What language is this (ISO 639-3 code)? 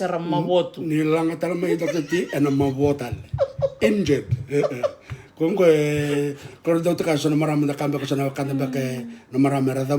fij